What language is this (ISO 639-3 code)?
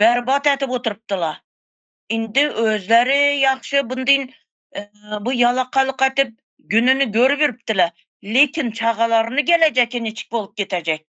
tuk